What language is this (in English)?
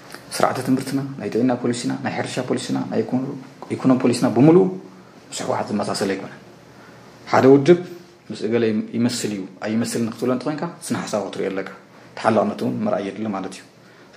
Tigrinya